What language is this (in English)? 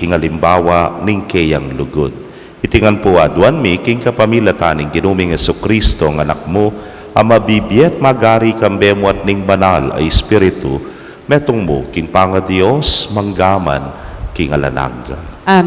Pampanga